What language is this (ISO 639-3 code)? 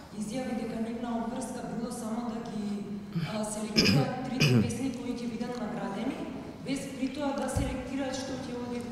mkd